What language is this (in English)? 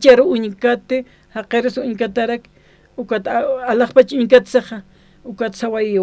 Aymara